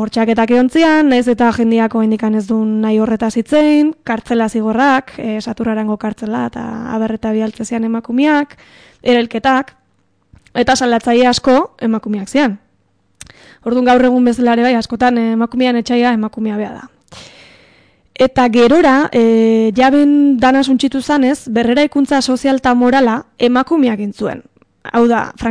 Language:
Basque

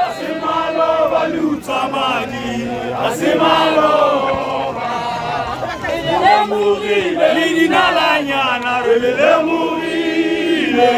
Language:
Tswana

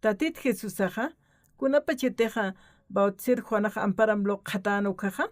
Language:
Aymara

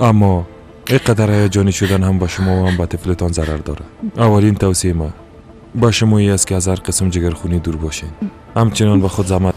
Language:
Persian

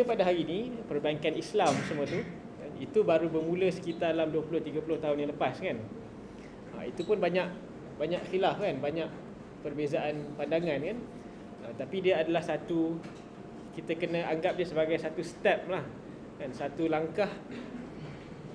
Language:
Malay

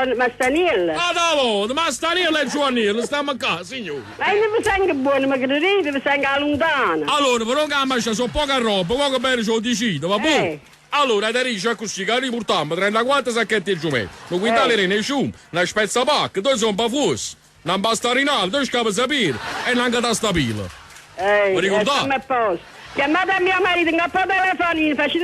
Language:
Neapolitan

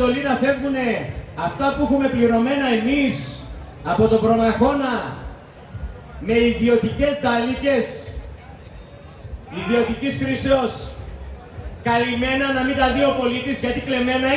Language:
Greek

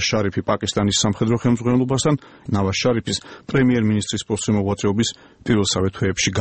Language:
Georgian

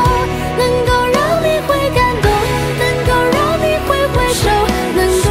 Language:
Chinese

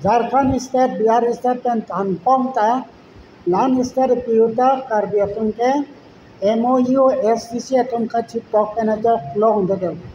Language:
Karbi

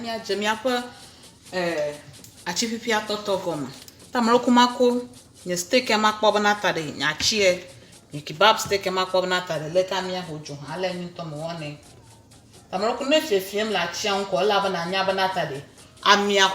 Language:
Ewe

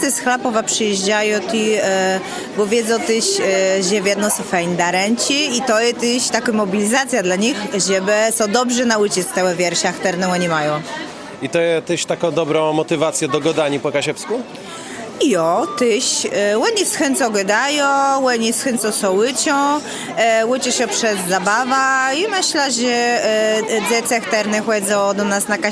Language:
Kashubian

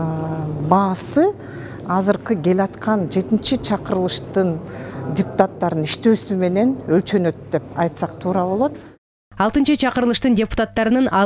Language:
Kyrgyz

